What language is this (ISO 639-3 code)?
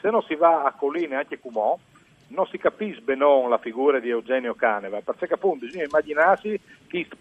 fur